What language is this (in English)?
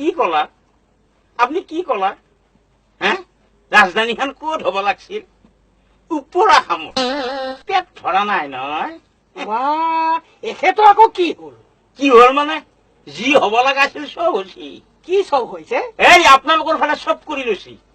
Assamese